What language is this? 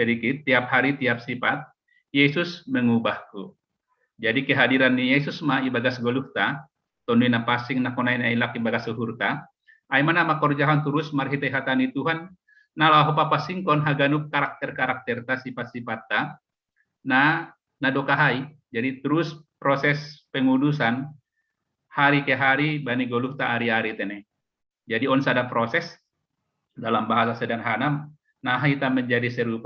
Batak Simalungun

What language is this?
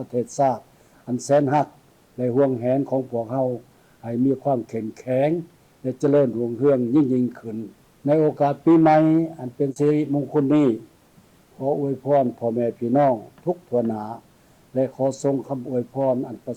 Lao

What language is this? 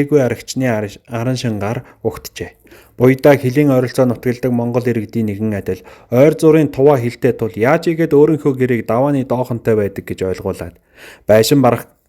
Mongolian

